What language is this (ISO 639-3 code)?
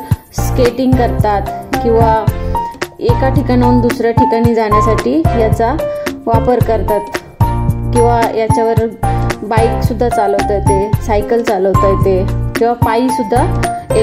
mar